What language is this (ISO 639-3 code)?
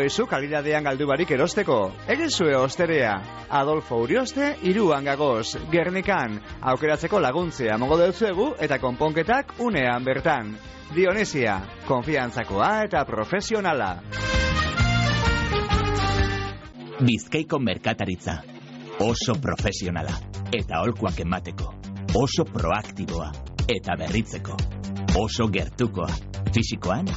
eus